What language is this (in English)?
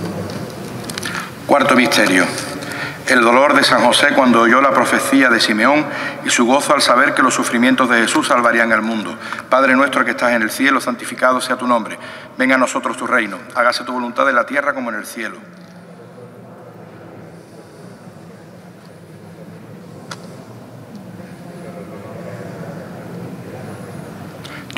Spanish